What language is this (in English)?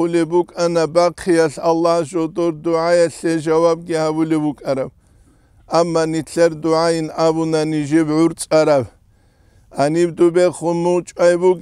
Avaric